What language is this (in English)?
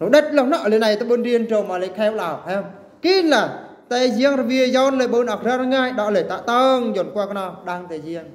Eastern Bru